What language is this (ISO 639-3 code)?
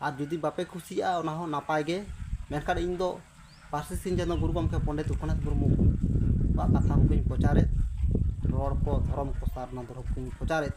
sat